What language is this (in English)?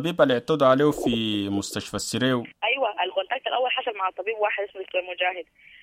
Sudanese Arabic